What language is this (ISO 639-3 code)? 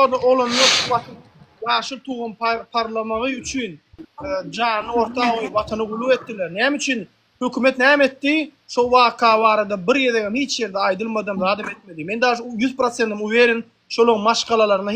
tuk